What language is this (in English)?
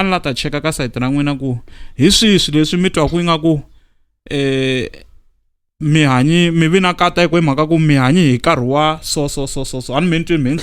Tsonga